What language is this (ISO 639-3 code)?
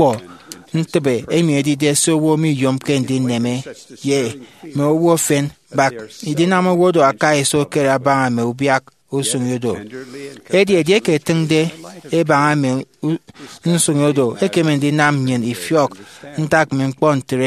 efi